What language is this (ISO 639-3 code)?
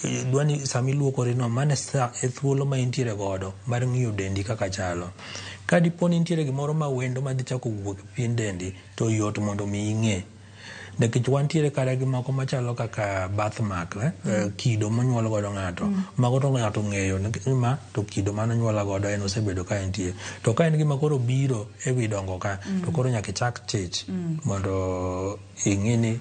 luo